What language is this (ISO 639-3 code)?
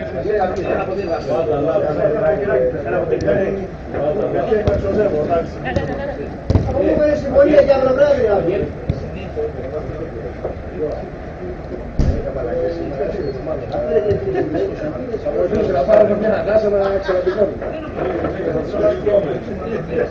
ell